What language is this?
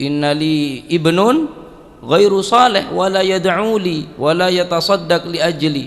Madurese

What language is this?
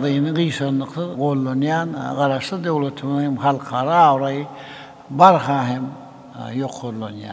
Turkmen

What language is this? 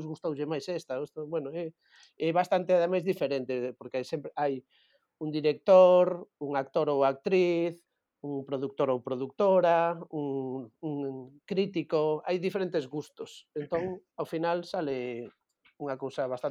Galician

